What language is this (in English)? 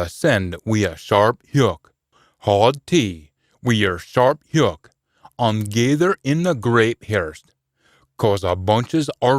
Scots